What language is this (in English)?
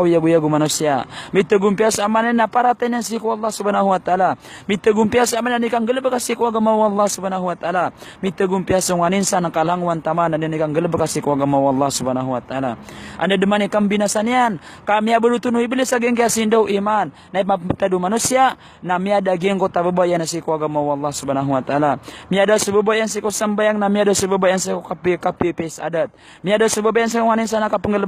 Maranao